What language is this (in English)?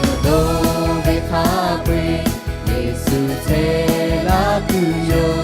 Lahu